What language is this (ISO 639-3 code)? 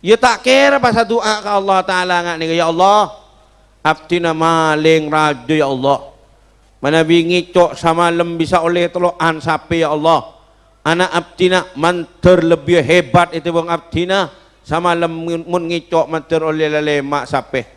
mad